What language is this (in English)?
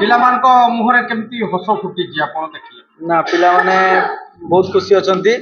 Odia